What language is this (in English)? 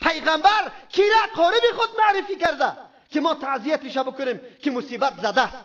Persian